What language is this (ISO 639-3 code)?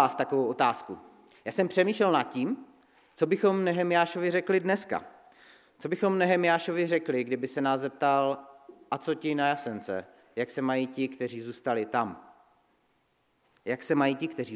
ces